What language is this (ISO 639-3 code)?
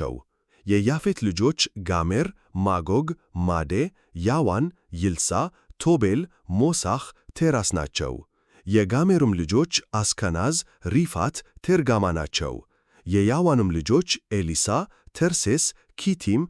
amh